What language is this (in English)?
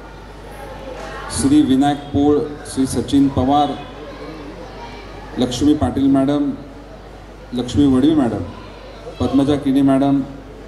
Marathi